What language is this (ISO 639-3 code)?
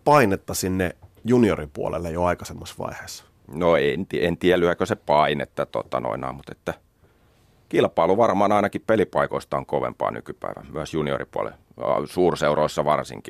fin